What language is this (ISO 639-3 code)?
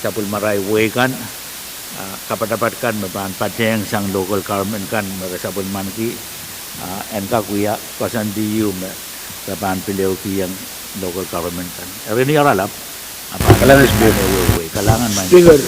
pon